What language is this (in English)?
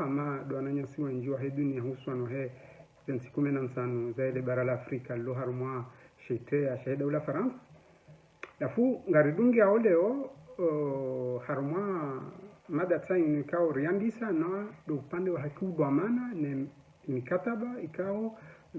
Ngazidja Comorian